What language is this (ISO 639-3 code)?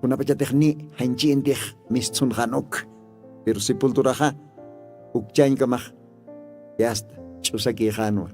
aym